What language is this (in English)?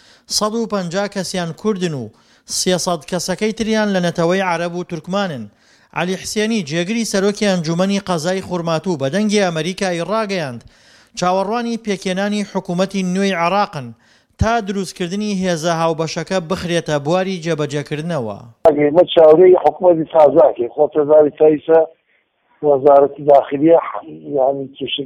Central Kurdish